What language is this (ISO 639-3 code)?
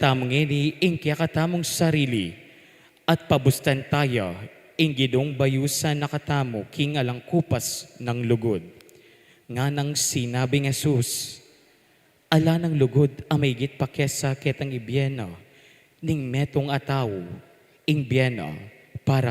pam